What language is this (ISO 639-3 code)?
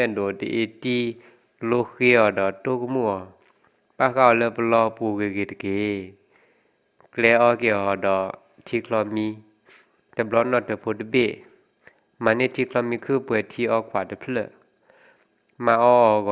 ksw